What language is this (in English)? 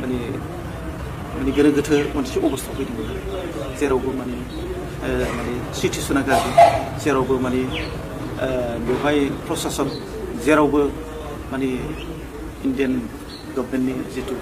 Bodo